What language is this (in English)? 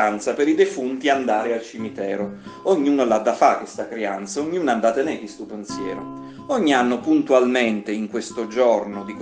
Neapolitan